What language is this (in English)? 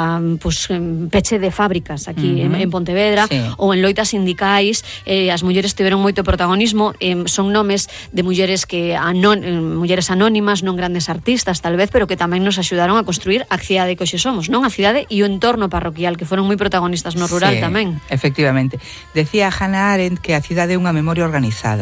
Galician